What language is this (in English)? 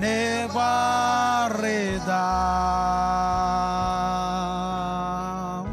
Marshallese